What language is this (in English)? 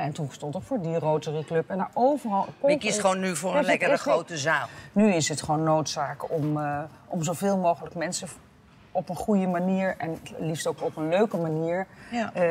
Dutch